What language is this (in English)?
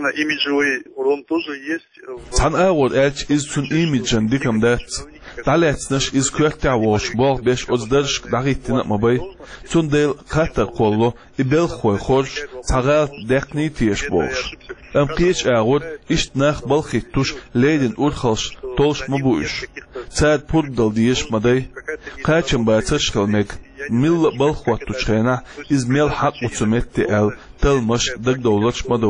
Chechen